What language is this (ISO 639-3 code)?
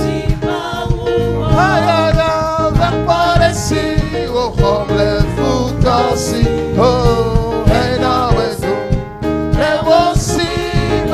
ewe